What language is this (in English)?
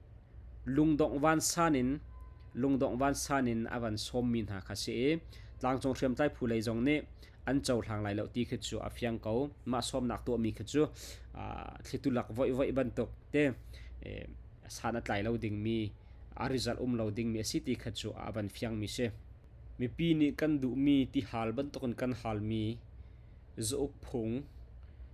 Hakha Chin